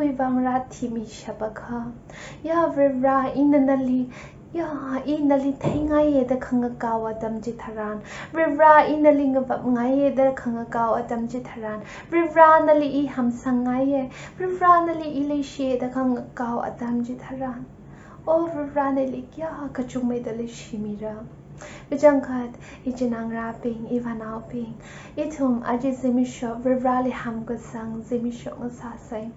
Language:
Tangkhul Naga (India)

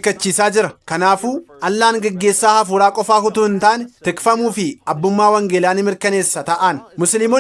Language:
Oromo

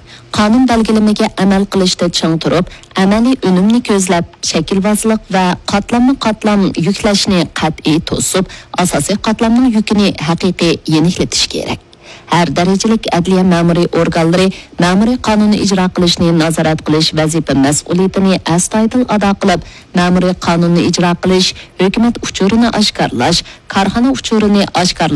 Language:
Uyghur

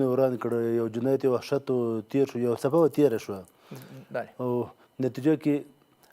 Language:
Pashto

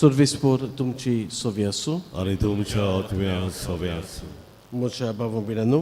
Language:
Konkani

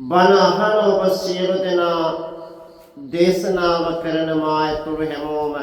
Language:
Sinhala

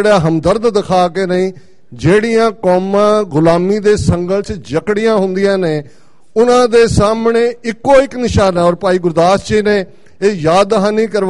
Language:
Punjabi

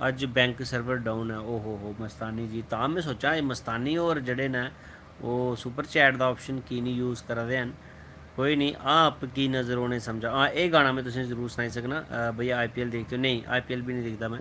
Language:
Dogri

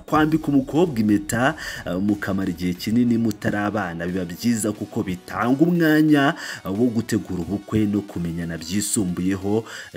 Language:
Kinyarwanda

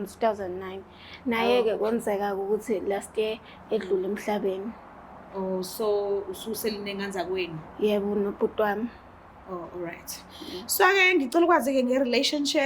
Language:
Zulu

